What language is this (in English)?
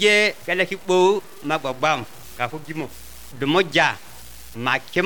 Bambara